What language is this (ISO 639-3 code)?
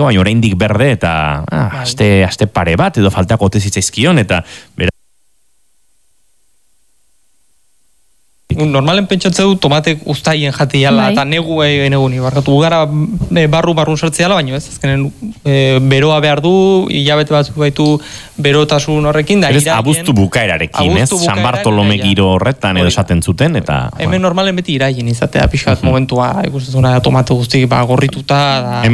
eus